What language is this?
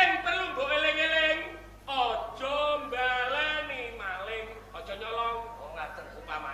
Javanese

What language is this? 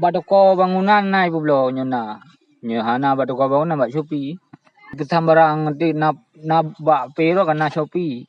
Achinese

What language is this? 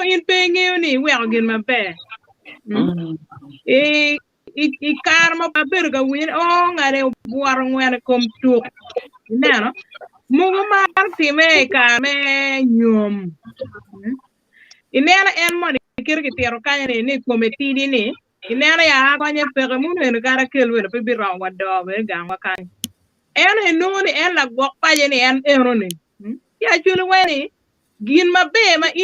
Acoli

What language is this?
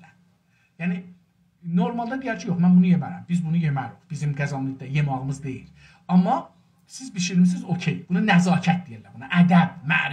South Azerbaijani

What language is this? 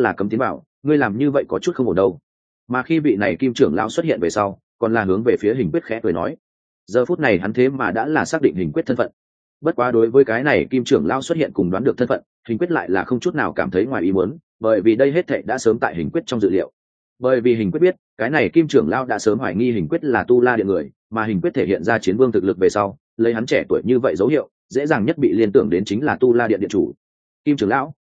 Vietnamese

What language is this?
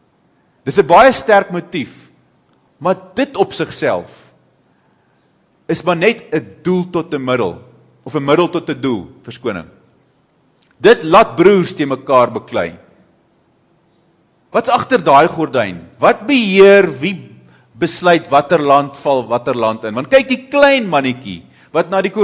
Afrikaans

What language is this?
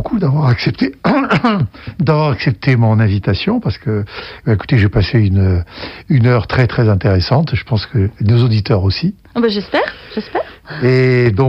French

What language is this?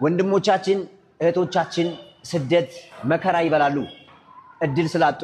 Amharic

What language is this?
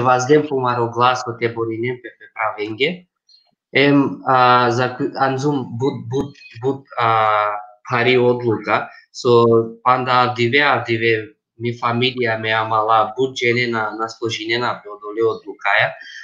Balkan Romani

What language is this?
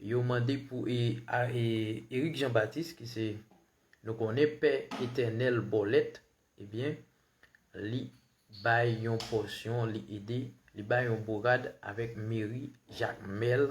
Haitian Creole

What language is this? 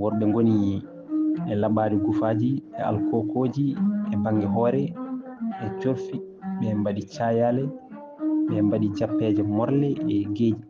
Fula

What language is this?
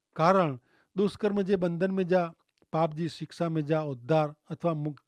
Kachhi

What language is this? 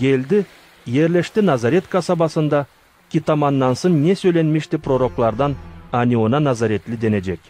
Gagauz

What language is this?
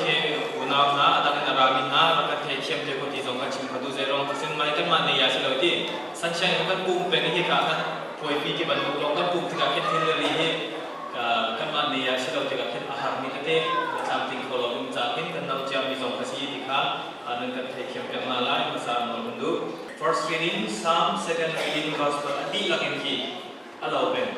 Hakha Chin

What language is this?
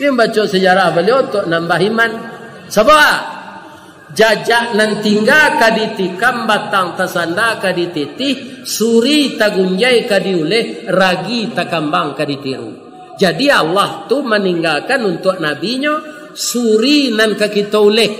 Minangkabau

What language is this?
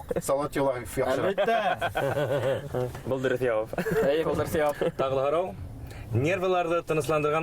Bashkir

